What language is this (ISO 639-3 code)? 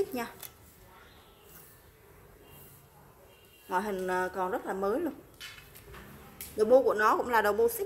vie